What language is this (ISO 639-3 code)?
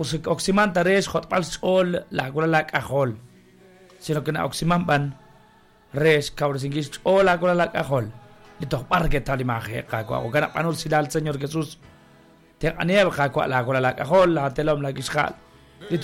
kek